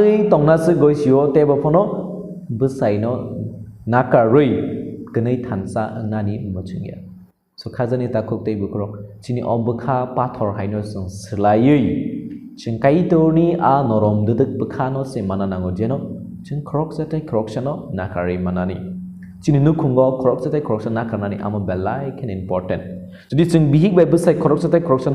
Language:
Kok Borok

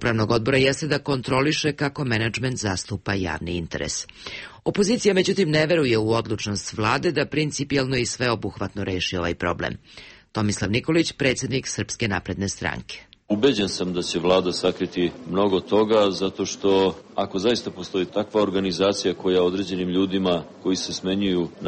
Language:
Serbian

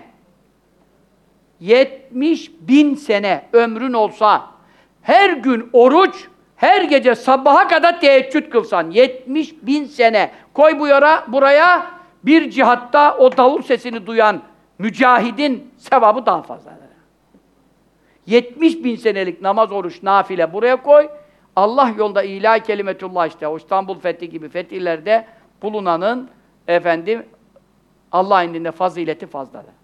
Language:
Turkish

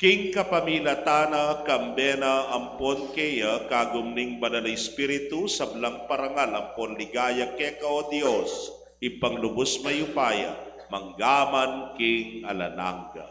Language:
Pampanga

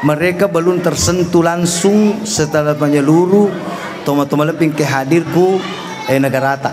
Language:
Buginese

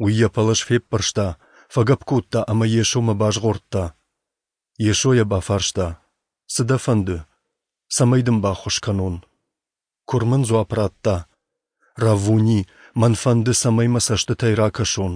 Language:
Ossetic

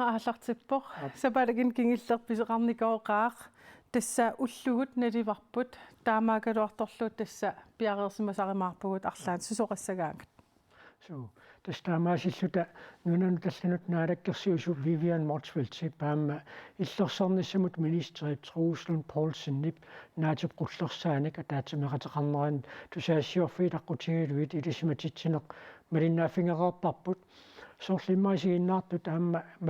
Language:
Kalaallisut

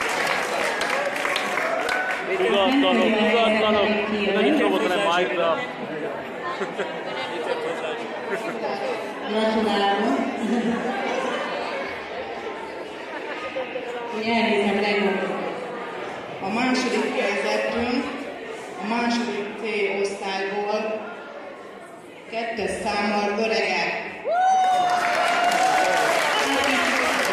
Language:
Hungarian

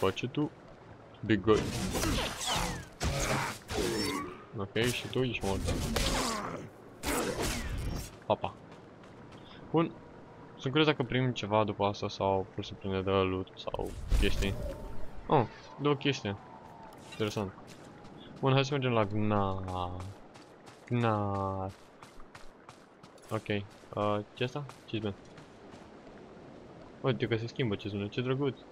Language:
Romanian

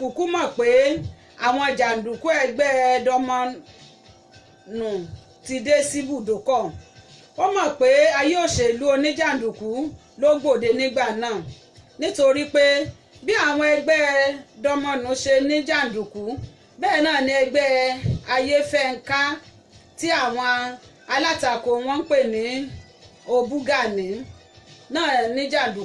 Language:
Yoruba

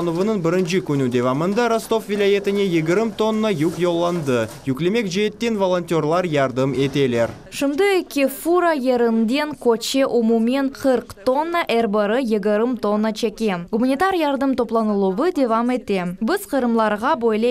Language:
Crimean Tatar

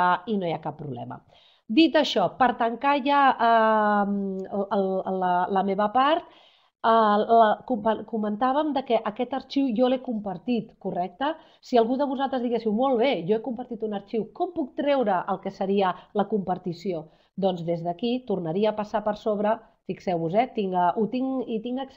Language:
Catalan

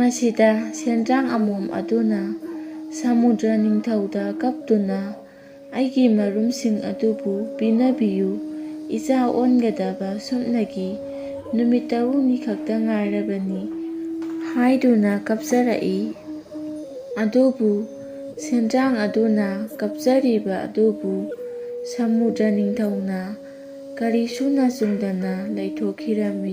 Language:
Manipuri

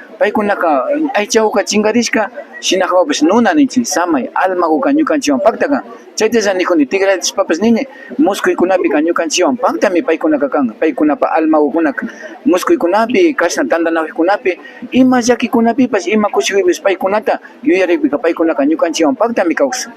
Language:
Imbabura Highland Quichua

